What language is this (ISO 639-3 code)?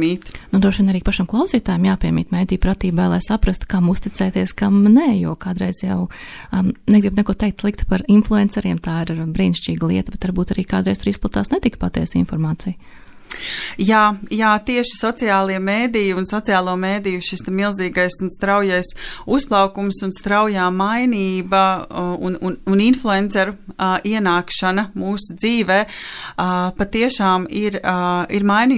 lav